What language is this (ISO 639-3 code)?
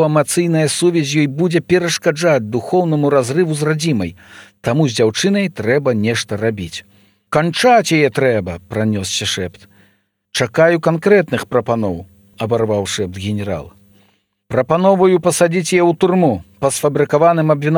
bel